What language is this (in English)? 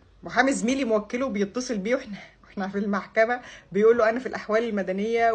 Egyptian Arabic